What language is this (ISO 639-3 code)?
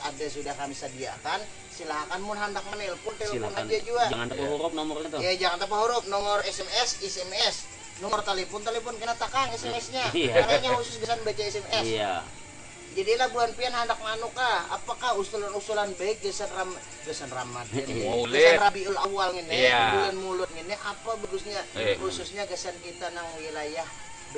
bjn